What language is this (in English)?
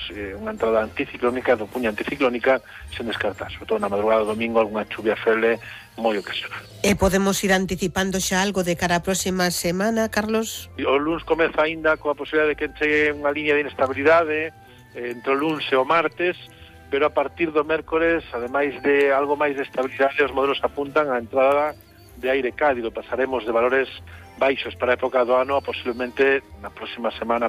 Galician